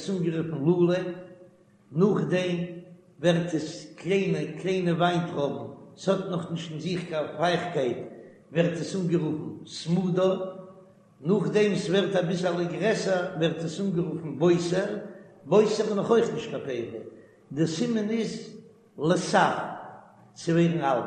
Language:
Yiddish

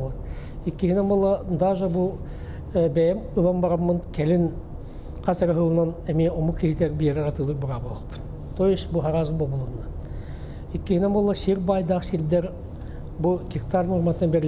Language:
Yakut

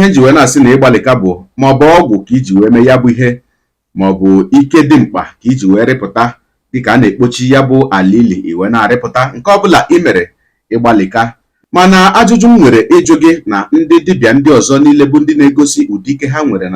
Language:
Igbo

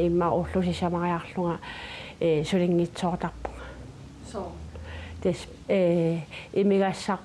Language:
Kalaallisut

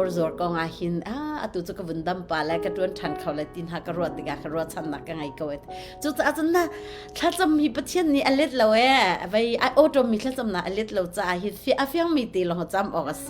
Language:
Hakha Chin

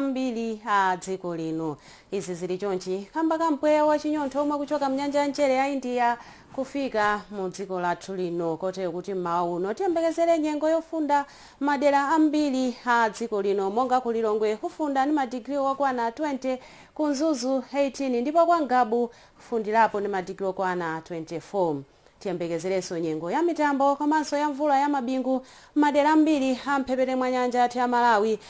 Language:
Nyanja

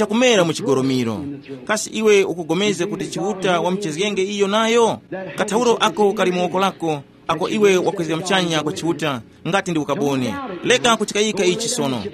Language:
Tumbuka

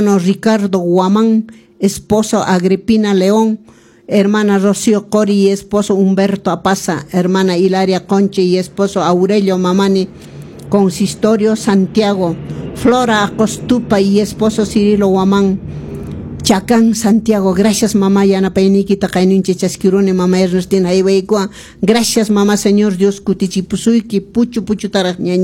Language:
Quechua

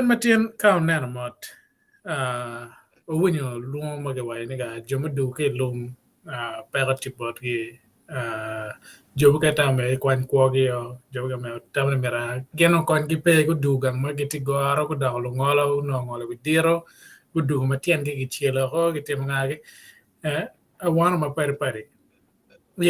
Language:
Acoli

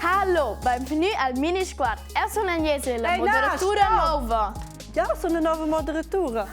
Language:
Romansh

